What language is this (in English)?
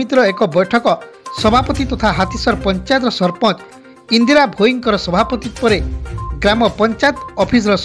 Odia